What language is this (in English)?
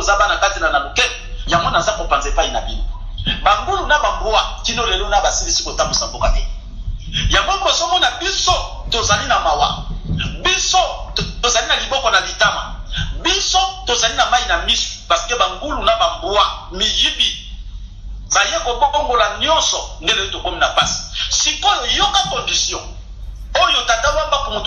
Lingala